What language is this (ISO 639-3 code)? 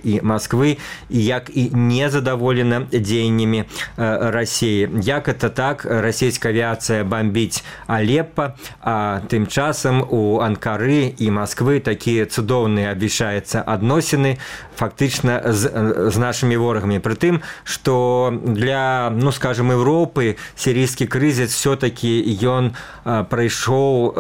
bel